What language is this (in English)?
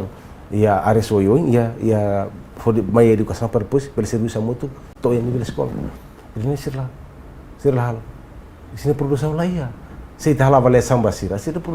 Tetum